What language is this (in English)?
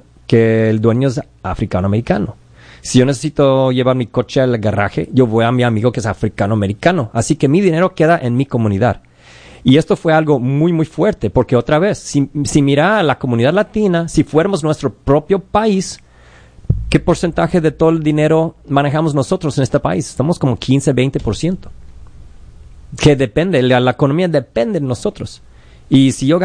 Spanish